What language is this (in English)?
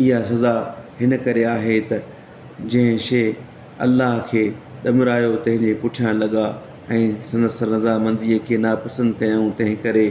Sindhi